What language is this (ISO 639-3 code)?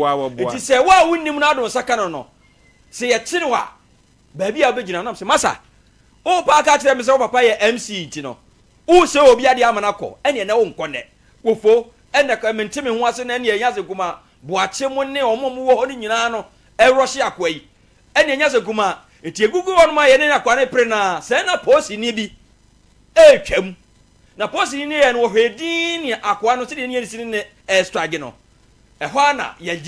aka